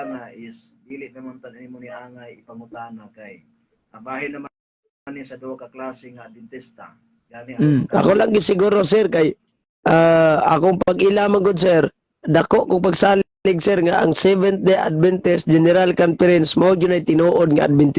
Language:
Cebuano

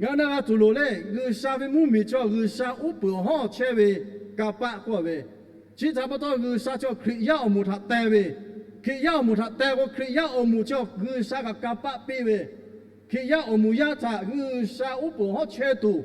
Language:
Lahu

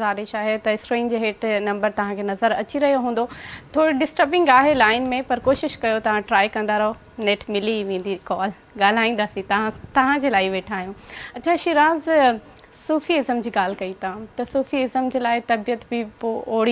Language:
Sindhi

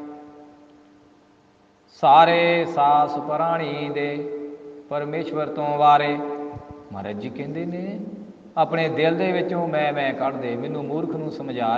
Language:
Punjabi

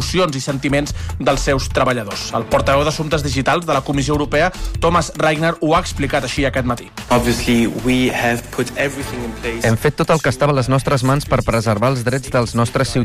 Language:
Catalan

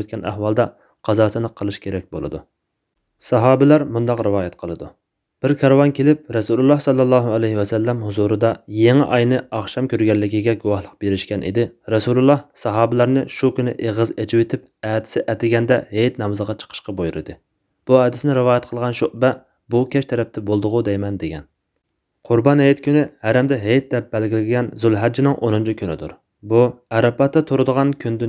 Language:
Uyghur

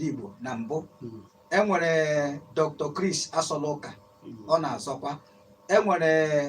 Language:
Igbo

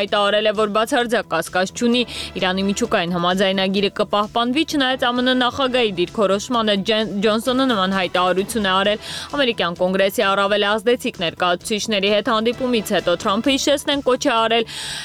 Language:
Armenian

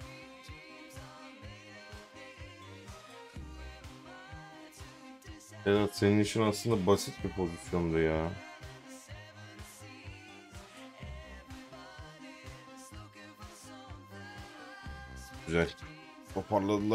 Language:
Turkish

